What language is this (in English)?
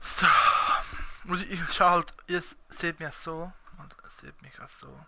Swiss German